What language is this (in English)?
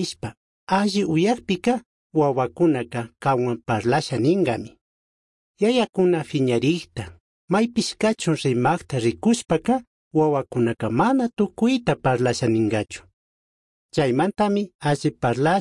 Chimborazo Highland Quichua